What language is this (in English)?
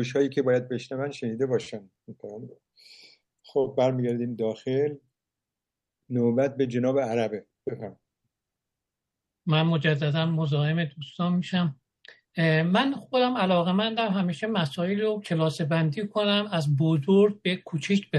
Persian